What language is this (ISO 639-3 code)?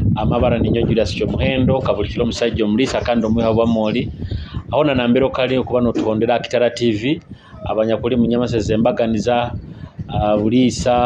nyo